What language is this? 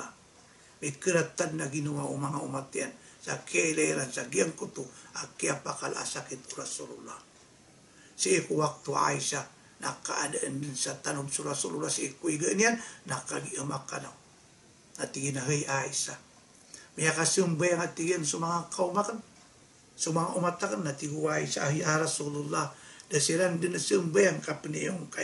Maranao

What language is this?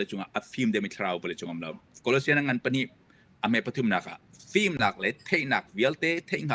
Hakha Chin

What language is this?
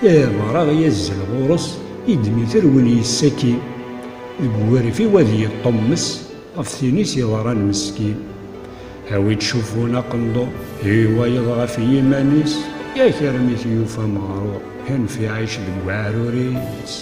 Kabyle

